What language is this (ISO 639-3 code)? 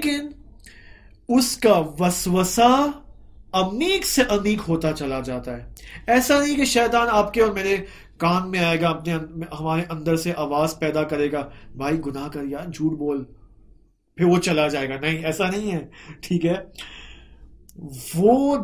urd